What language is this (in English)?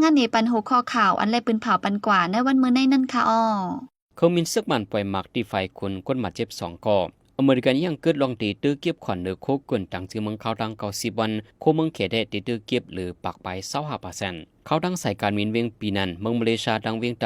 Lao